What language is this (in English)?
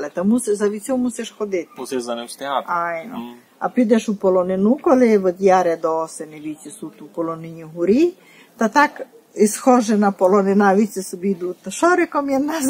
Rusyn